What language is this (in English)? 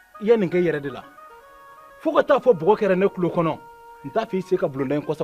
Bambara